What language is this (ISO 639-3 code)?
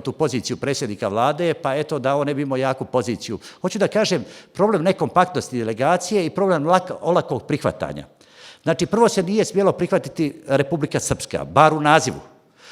bos